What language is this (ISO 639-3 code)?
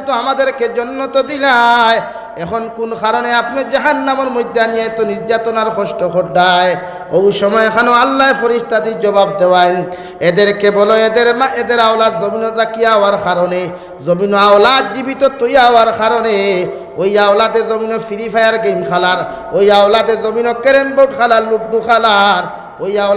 syl